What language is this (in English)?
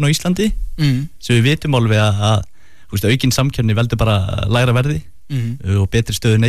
Icelandic